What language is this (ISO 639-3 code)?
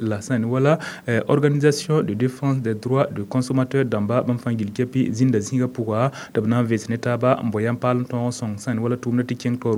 mos